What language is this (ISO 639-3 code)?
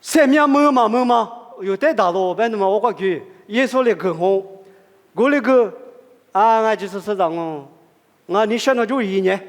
lis